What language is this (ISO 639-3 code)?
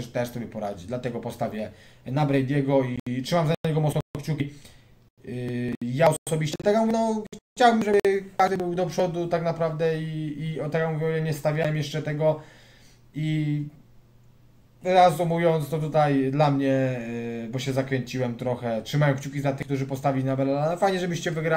pol